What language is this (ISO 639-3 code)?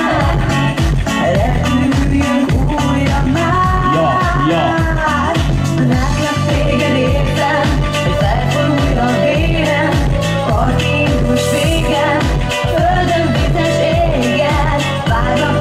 hun